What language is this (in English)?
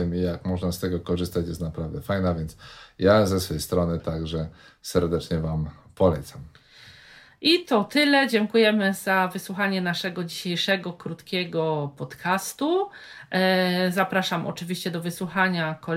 Polish